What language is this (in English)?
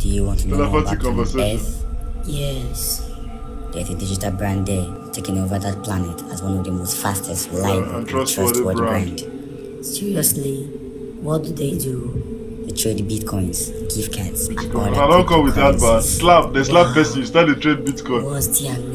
Nigerian Pidgin